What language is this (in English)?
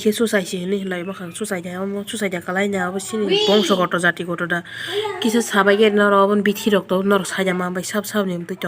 Kok Borok